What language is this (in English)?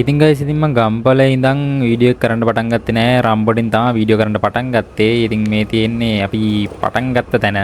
Sinhala